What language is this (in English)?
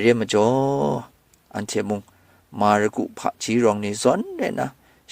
Kachin